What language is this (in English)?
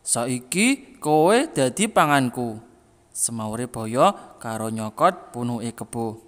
Javanese